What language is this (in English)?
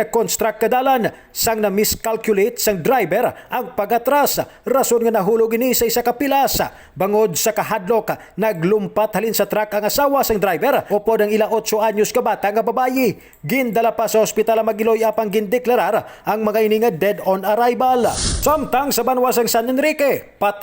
Hiligaynon